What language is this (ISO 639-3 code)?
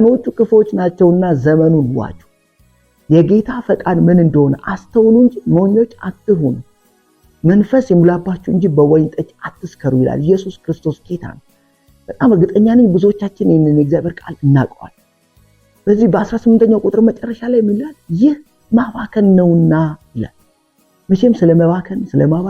amh